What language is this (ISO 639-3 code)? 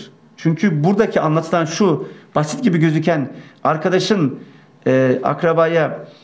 tur